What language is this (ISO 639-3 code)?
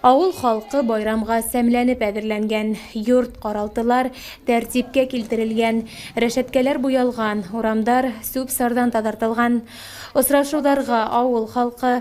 bak